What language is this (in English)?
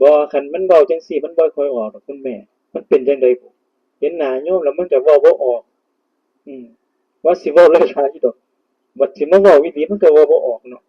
Northeastern Thai